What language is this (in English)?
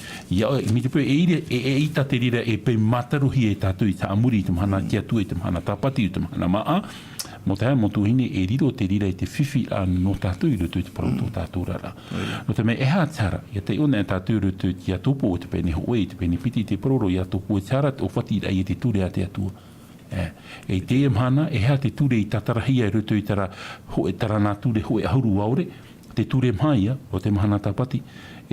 Tahitian